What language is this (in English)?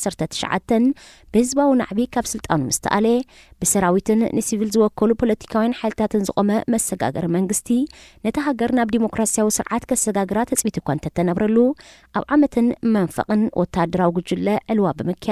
Tigrinya